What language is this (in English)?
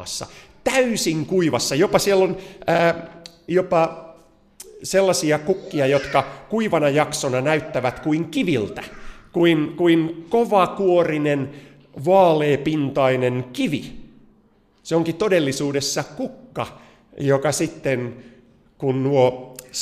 Finnish